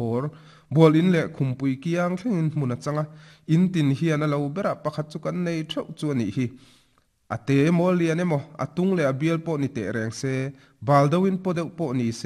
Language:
Mizo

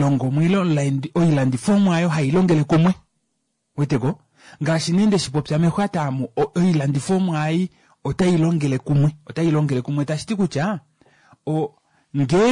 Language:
Kuanyama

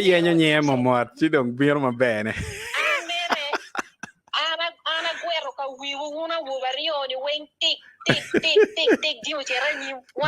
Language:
Acoli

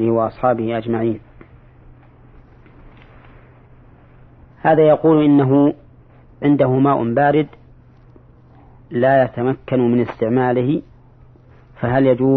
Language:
Arabic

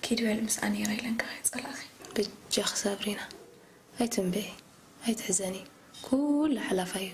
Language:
Tigrinya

